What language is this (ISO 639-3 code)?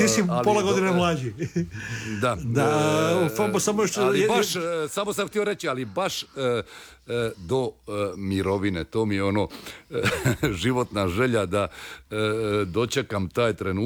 hrv